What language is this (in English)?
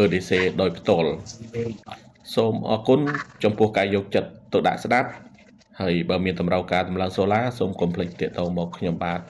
Khmer